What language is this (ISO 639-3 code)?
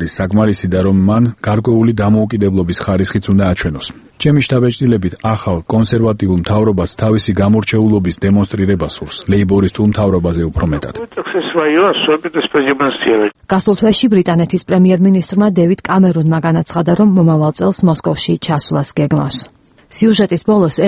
kat